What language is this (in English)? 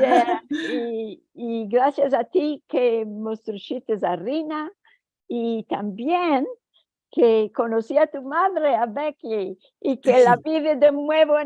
Ladino